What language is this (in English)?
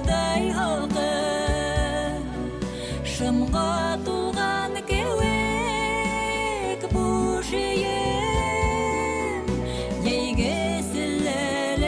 Bashkir